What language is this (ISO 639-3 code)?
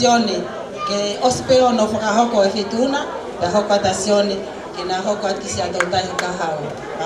ton